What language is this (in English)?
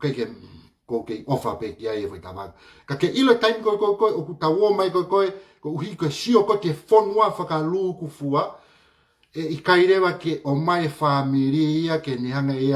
Tongan